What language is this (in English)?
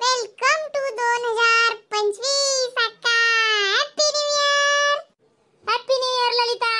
Khandesi